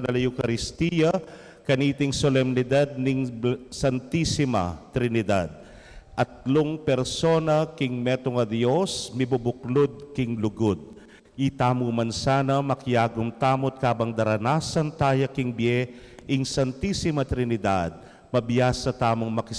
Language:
Pampanga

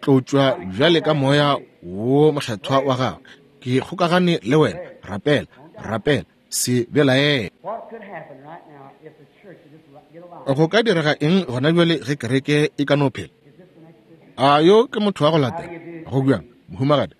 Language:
Northern Sotho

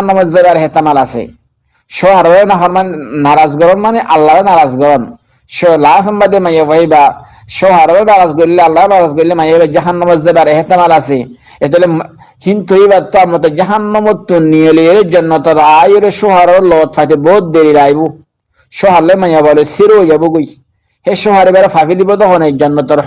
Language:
Rohingya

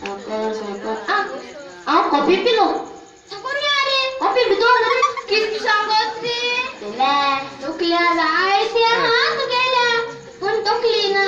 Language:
Konkani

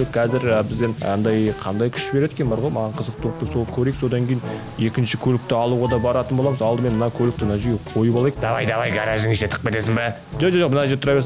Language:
Kazakh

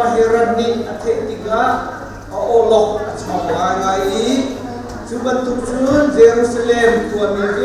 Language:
Hakha Chin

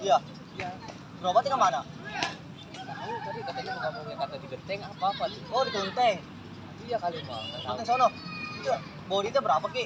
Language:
Betawi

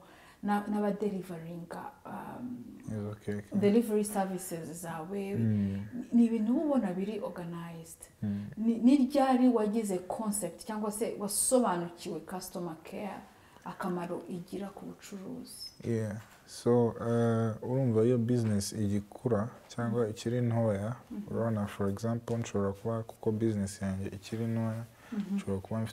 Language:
Kinyarwanda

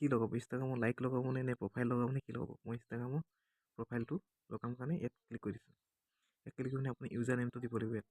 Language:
Assamese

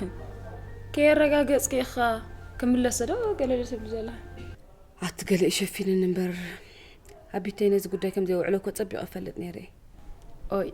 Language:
Tigrinya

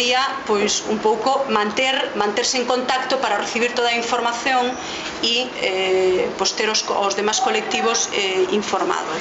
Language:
Galician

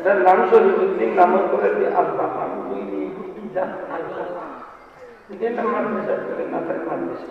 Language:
Sylheti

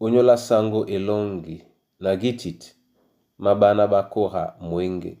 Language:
Duala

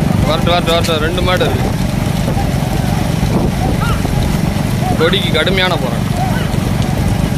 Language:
Tamil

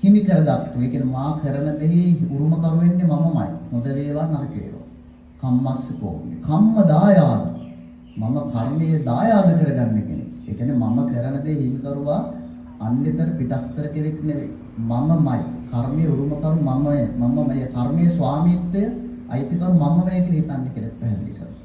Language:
Sinhala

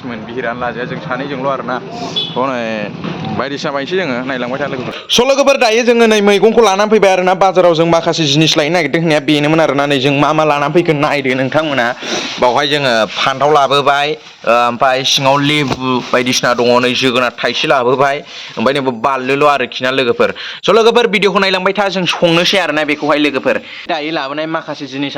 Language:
Bodo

